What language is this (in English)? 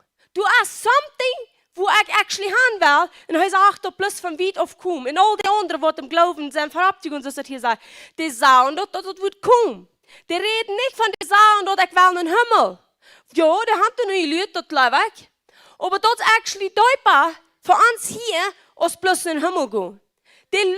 Plautdietsch